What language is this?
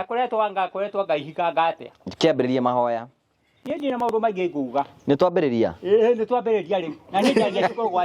Kikuyu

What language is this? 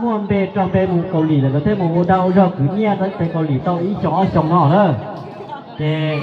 Hmong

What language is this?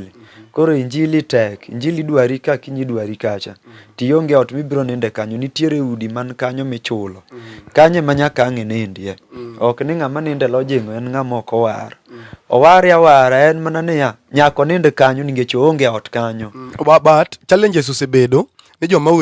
Luo (Kenya and Tanzania)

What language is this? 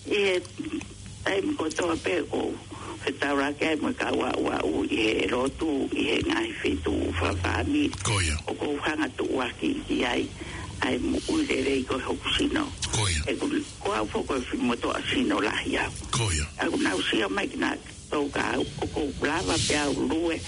Tongan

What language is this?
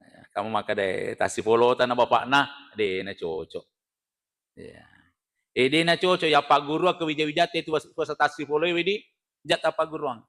Buginese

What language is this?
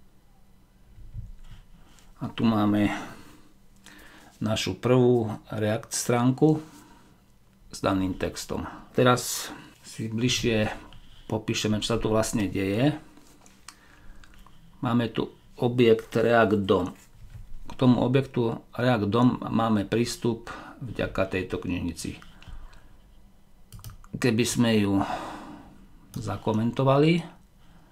Slovak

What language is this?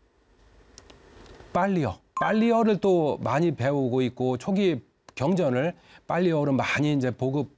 Korean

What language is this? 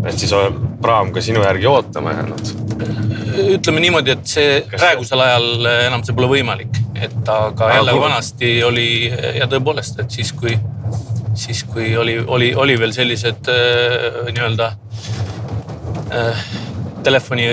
Estonian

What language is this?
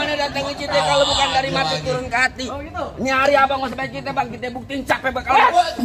Betawi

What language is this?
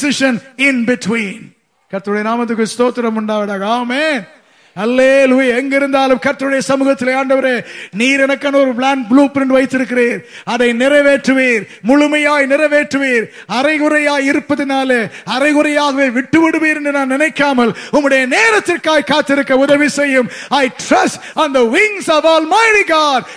Tamil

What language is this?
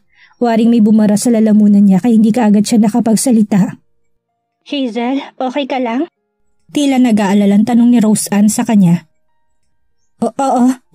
Filipino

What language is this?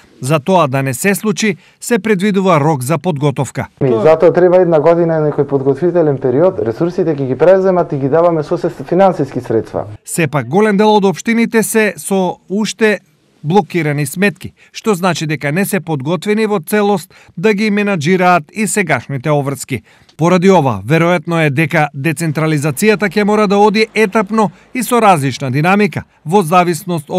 Macedonian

